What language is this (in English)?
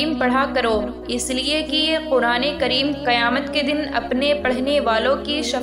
Urdu